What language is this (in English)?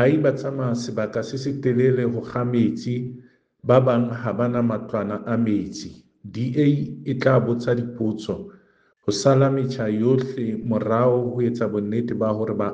Southern Sotho